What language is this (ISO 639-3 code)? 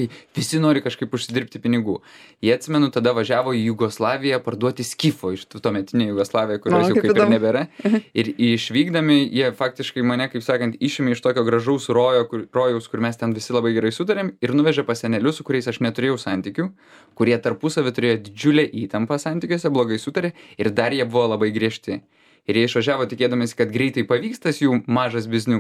lit